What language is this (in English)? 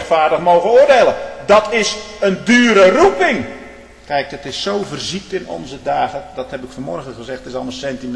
Dutch